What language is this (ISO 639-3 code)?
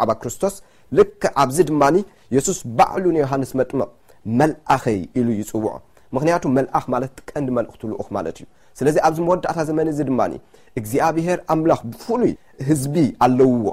tir